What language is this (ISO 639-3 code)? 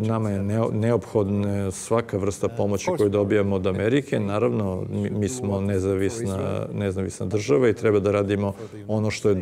srp